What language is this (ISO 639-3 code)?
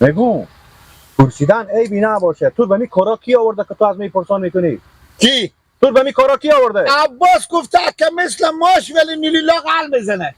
haz